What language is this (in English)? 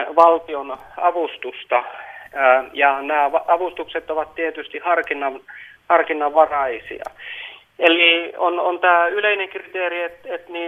Finnish